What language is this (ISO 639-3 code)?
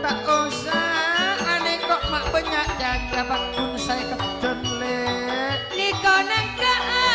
mad